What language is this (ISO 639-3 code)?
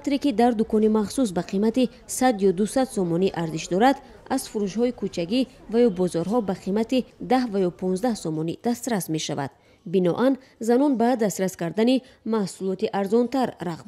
tgk